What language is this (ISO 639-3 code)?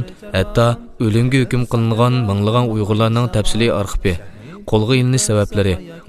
uig